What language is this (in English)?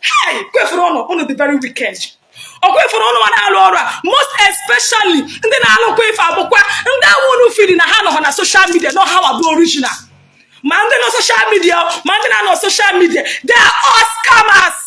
Igbo